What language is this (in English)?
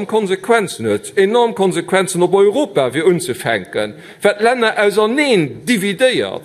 Luxembourgish